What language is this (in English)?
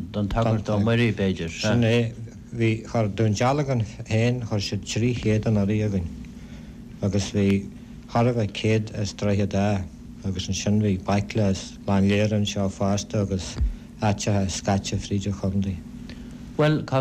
Irish